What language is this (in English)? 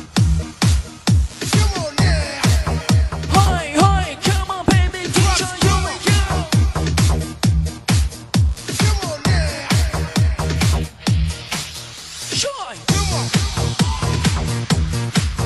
Chinese